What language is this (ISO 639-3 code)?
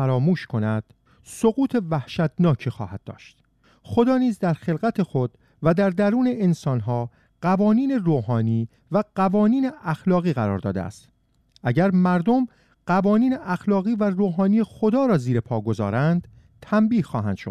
fas